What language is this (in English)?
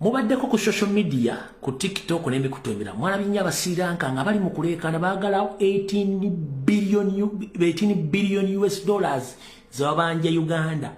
Ganda